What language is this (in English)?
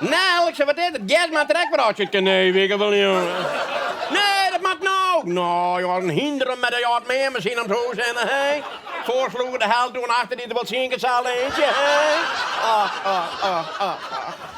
Western Frisian